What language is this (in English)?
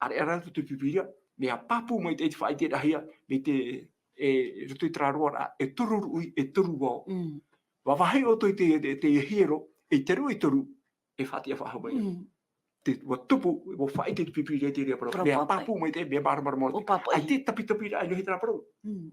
Tahitian